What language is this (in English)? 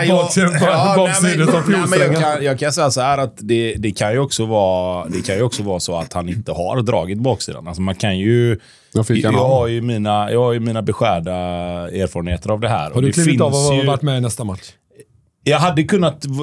Swedish